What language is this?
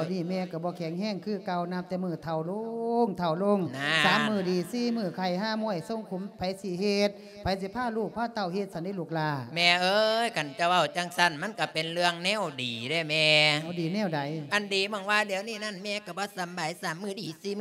Lao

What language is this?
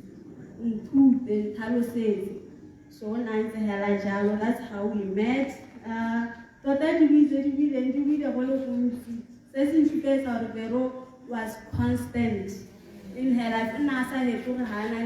Tswana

